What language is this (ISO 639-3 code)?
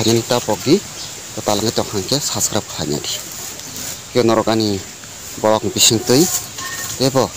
trp